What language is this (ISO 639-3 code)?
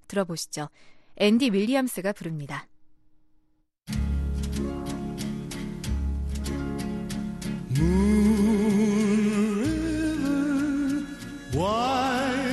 kor